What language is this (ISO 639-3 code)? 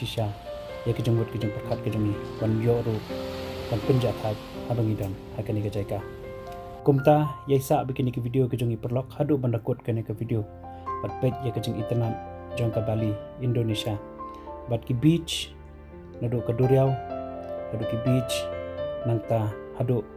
kha